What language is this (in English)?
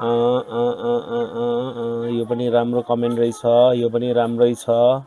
Nepali